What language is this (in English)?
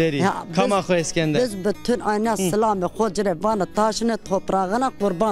Zaza